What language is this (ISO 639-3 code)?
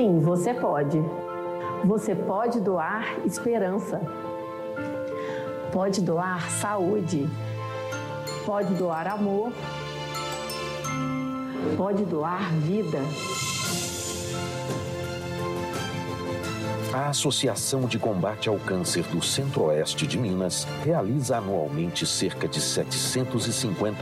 por